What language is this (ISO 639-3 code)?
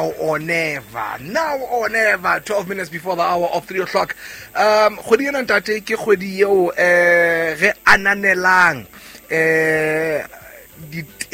sot